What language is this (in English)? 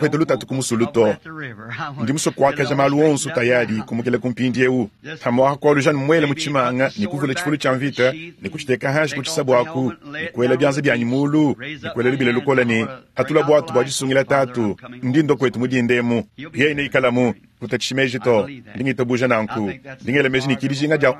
Luba-Lulua